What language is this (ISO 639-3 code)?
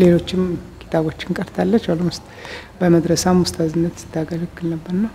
amh